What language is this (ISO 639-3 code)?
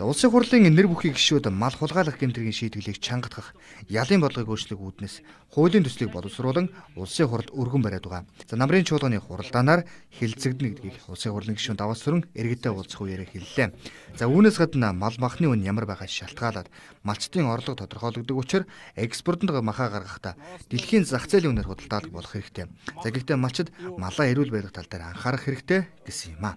mon